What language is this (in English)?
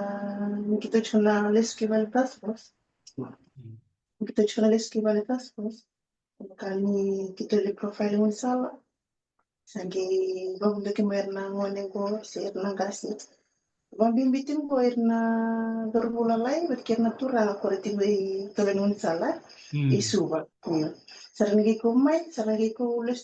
Fijian